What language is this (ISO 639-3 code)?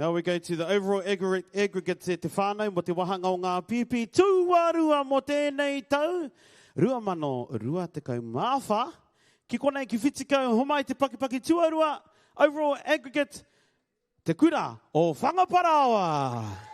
mri